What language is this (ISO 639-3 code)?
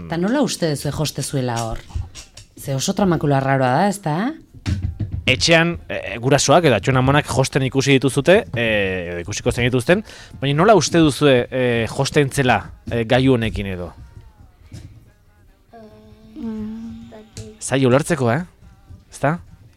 eus